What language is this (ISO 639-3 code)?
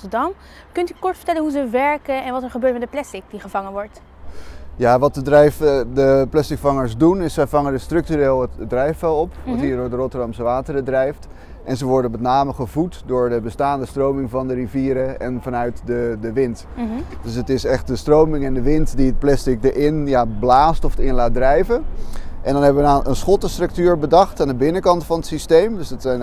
nld